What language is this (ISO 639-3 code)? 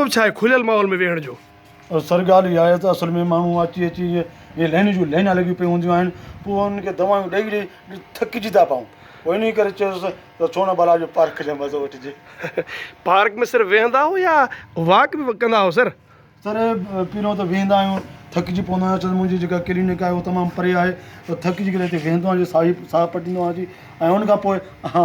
snd